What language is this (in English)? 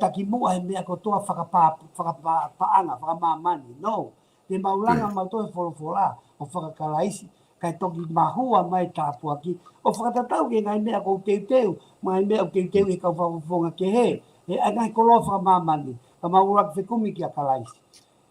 Tongan